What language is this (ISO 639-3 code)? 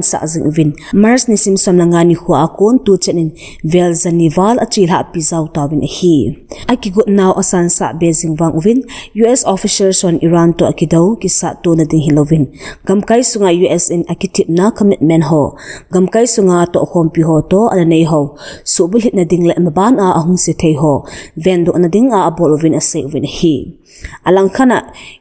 tcz